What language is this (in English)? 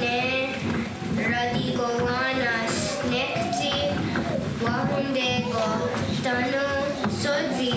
Mohawk